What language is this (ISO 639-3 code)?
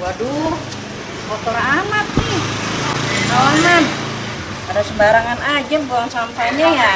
bew